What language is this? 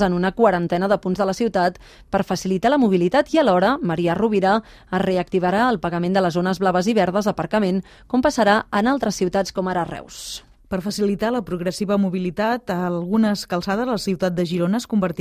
Catalan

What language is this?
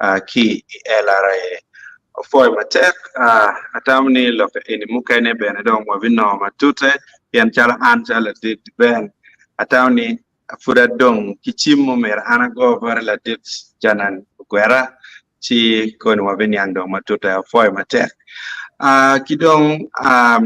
Acoli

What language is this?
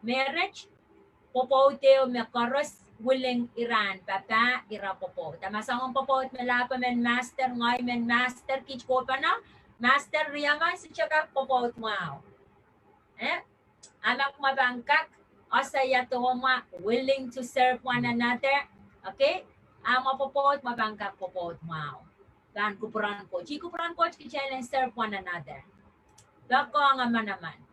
Pohnpeian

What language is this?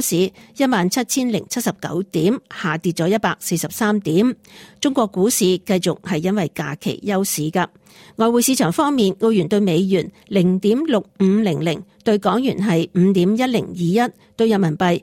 Cantonese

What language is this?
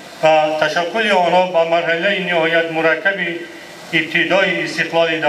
Tajik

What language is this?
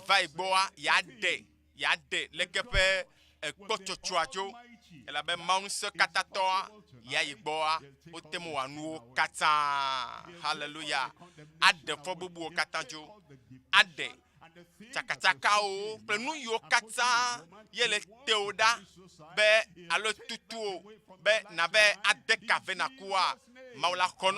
Ewe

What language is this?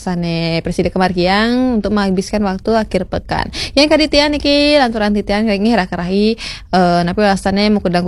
Balinese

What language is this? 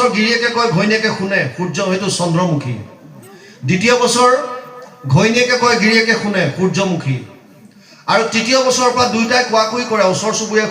Assamese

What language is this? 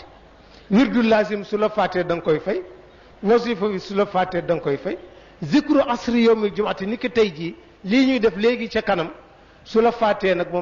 Wolof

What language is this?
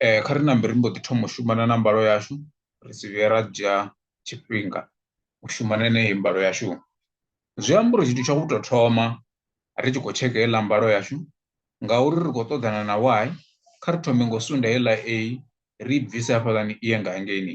Venda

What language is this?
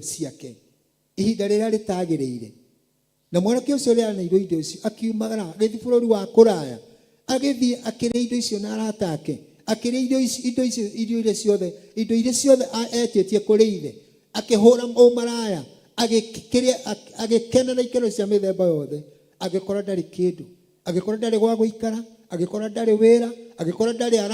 Kikuyu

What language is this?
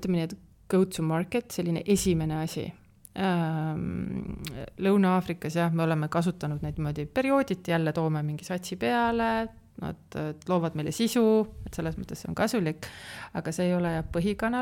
Estonian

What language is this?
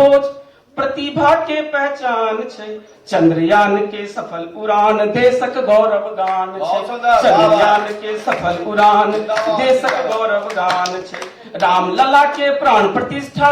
Maithili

